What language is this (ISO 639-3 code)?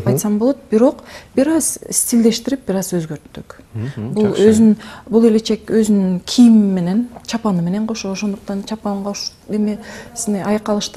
kir